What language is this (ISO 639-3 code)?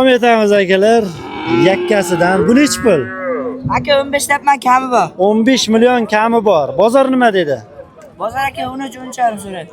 uzb